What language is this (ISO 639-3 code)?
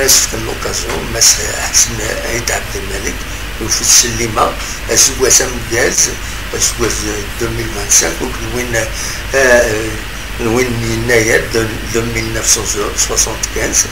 kab